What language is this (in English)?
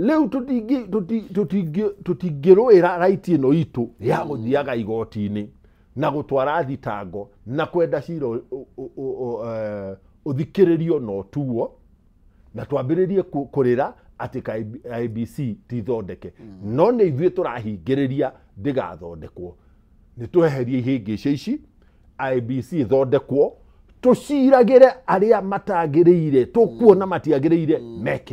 Kikuyu